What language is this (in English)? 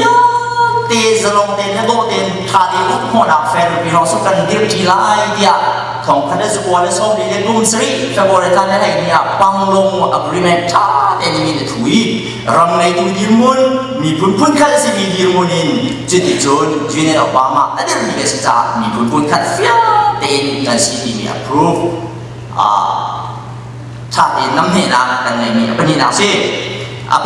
Hakha Chin